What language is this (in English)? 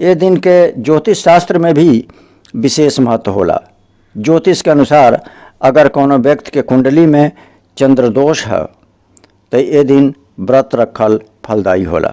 Bhojpuri